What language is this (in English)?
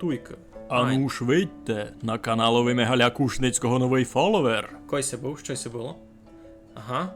Rusyn